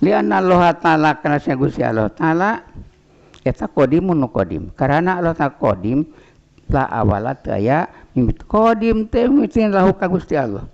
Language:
Sundanese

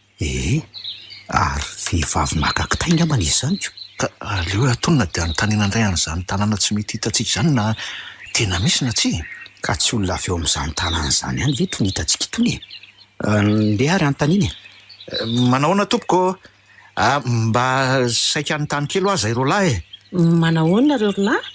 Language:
Malagasy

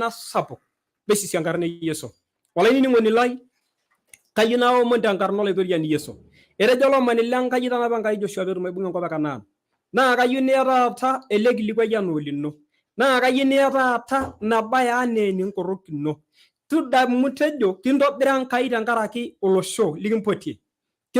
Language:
Masai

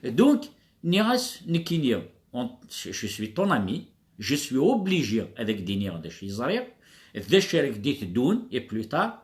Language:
Kabyle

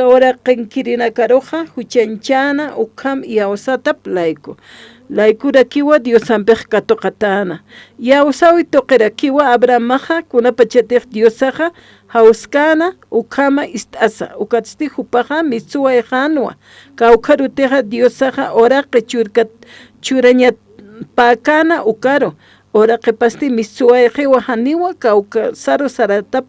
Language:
Aymara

